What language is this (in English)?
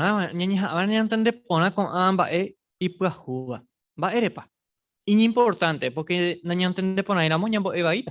Guarani